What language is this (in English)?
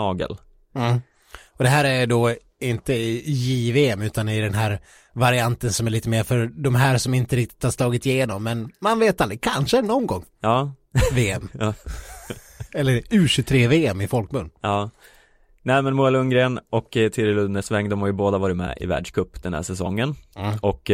Swedish